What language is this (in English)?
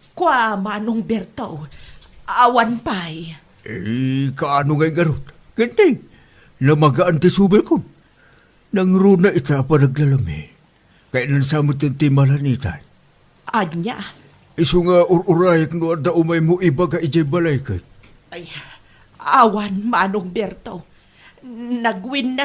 Iloko